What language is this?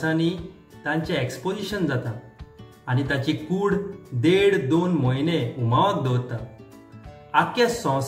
Konkani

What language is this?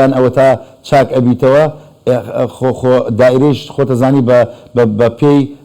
Central Kurdish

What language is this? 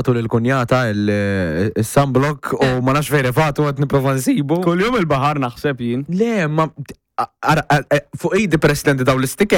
Maltese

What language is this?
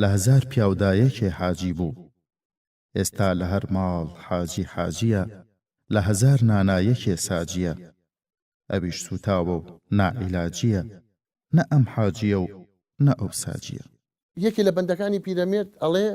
Central Kurdish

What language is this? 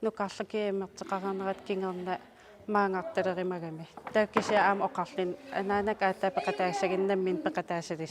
Kalaallisut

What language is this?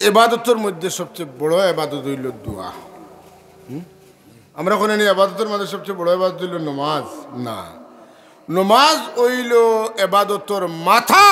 Sylheti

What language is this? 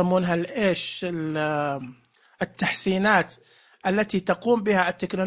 Najdi Arabic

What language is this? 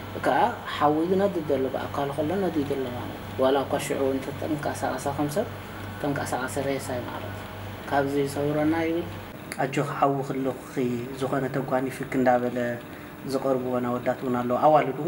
Tigrinya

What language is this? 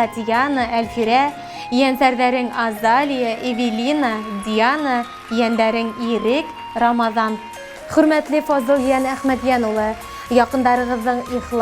Bashkir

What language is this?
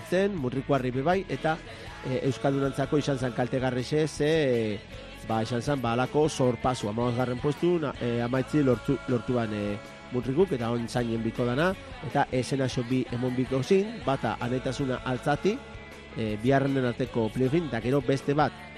Basque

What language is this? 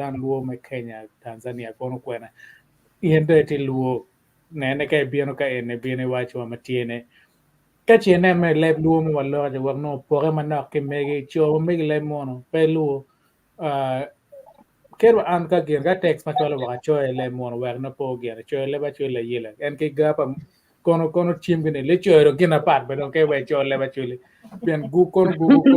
Acoli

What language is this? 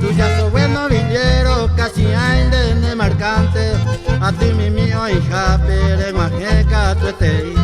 Guarani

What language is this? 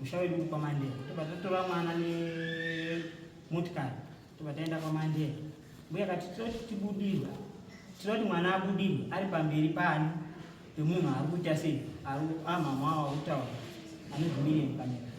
Shona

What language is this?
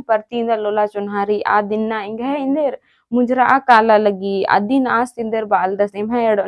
Kurukh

